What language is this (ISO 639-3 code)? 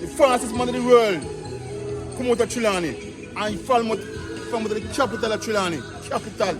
jam